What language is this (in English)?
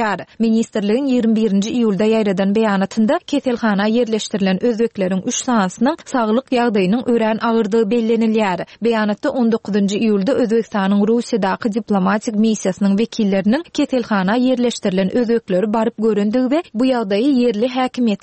Turkmen